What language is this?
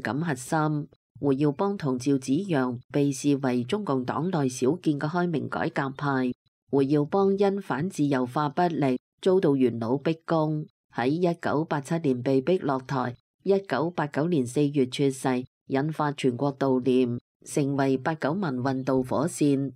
Cantonese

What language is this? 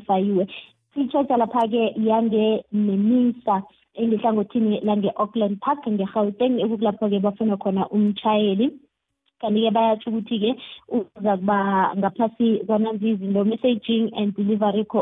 South Ndebele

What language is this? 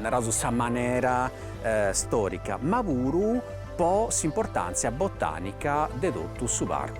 Sardinian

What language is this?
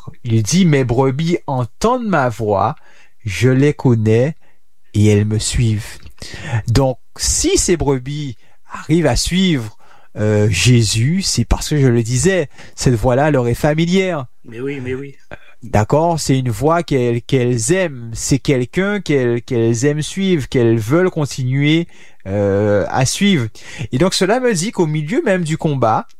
French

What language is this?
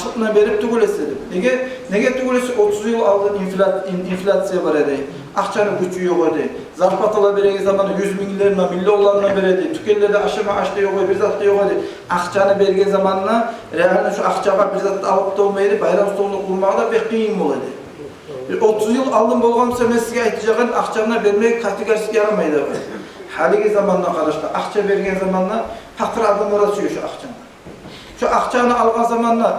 Kumyk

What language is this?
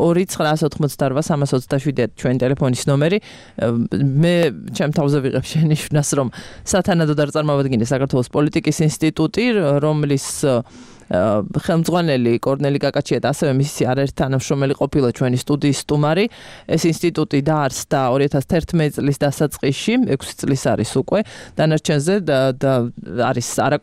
Georgian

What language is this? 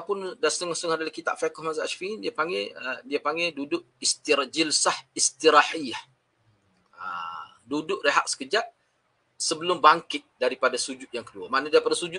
Malay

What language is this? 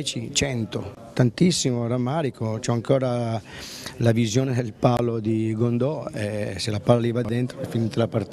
Italian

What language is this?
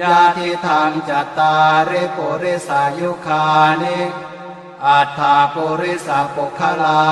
Pali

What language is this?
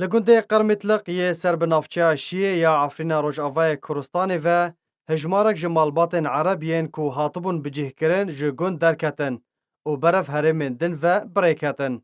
Kurdish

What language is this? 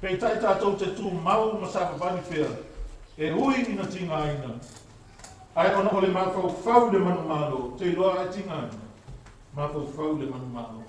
Samoan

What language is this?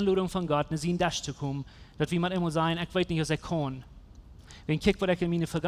Plautdietsch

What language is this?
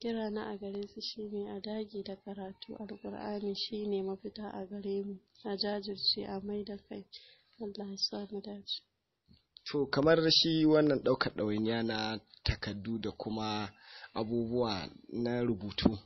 Hausa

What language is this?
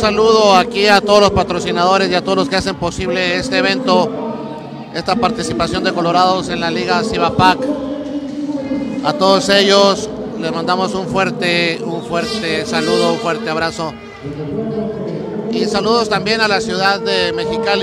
Spanish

